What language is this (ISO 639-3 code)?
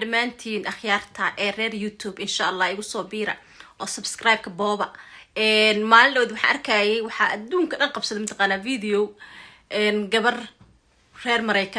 som